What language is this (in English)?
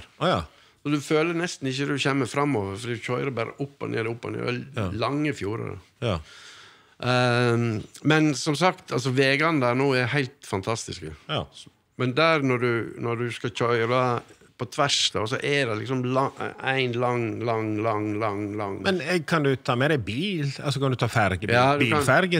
Norwegian